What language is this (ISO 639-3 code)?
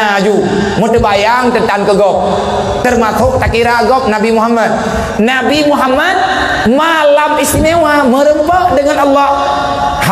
ace